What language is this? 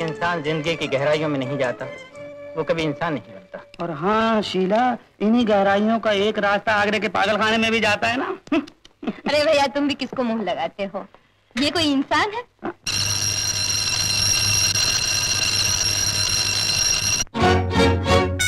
Hindi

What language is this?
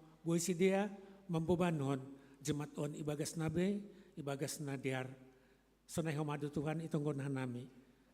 Batak Simalungun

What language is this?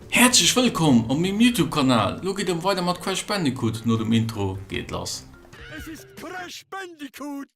Luxembourgish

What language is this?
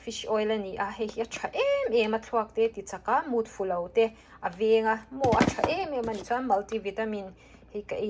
Mizo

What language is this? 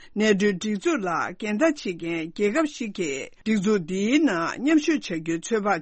Tibetan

